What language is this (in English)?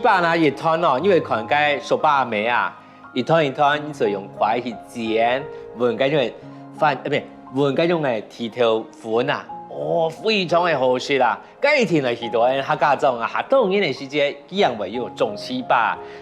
Hakka Chinese